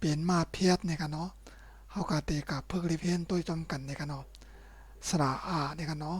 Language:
Shan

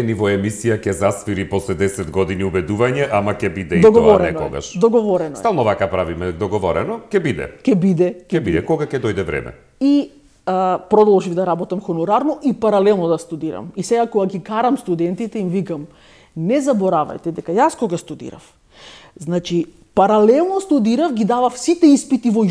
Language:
Macedonian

